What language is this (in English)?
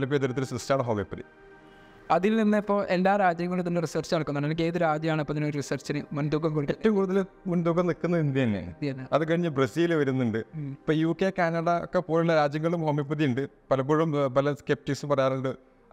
Malayalam